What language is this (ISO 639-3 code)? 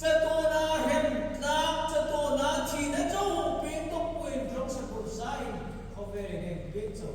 hmr